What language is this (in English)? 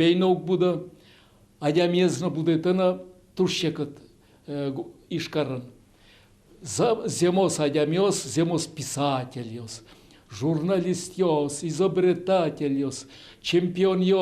Udmurt